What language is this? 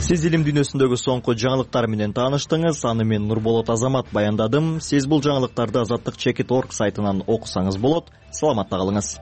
Kyrgyz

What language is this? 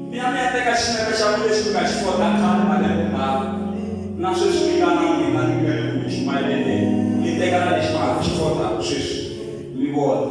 Tsonga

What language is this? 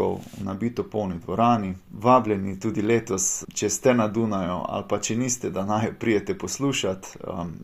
Slovenian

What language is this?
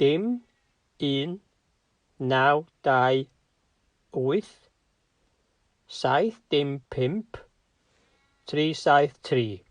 Welsh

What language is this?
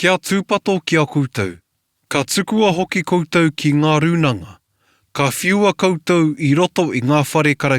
Māori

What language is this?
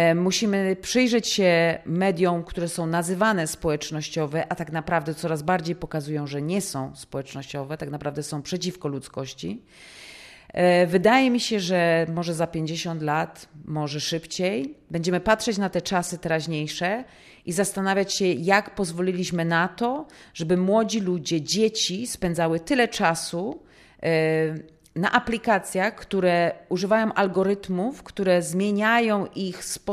Polish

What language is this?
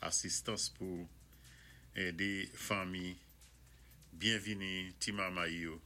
Saint Lucian Creole French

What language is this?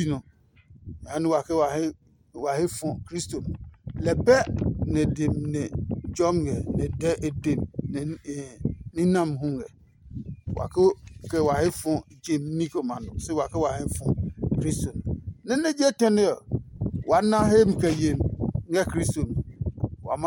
Adangme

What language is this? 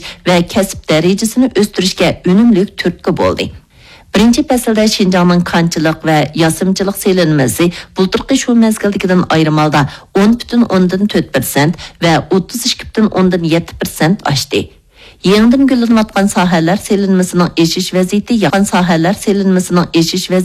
Uyghur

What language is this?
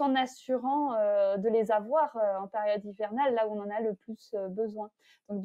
French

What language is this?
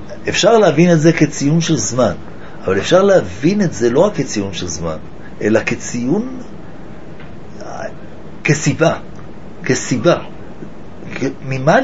Hebrew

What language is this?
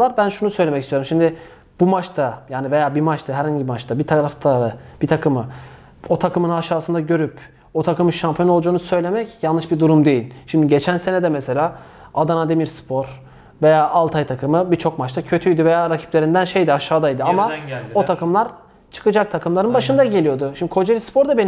Turkish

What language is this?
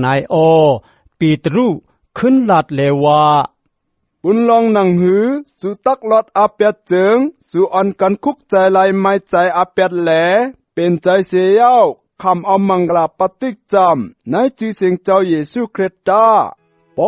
Shan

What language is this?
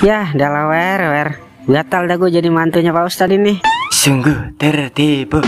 Betawi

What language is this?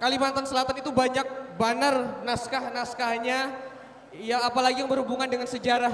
Banjar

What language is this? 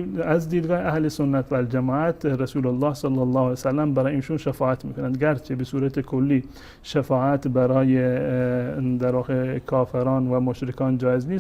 Persian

